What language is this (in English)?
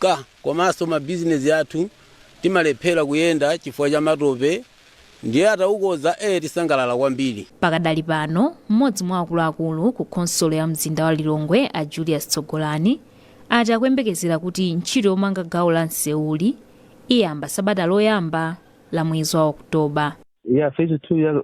Nyanja